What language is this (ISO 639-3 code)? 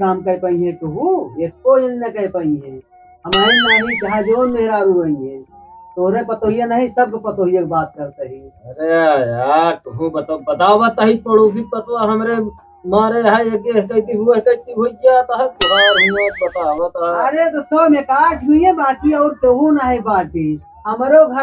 awa